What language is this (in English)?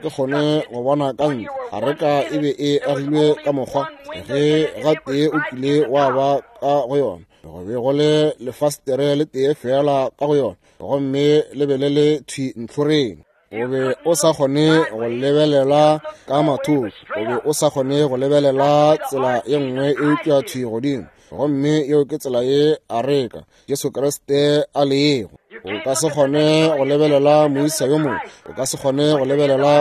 Northern Sotho